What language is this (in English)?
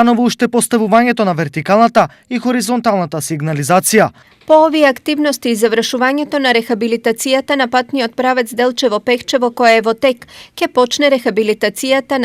Macedonian